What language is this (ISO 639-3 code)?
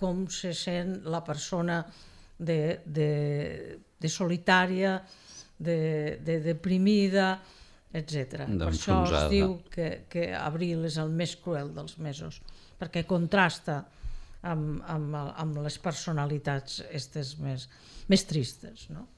cat